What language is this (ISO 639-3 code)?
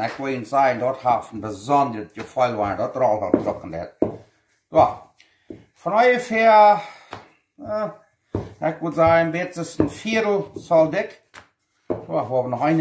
pdt